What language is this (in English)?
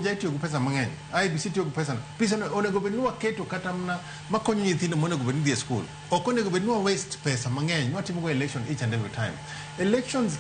Luo (Kenya and Tanzania)